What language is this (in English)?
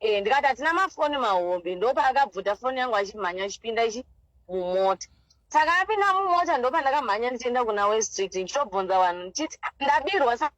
Shona